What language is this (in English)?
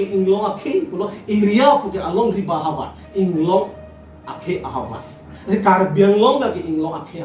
Karbi